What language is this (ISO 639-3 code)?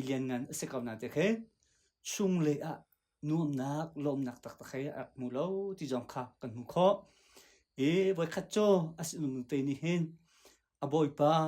cnh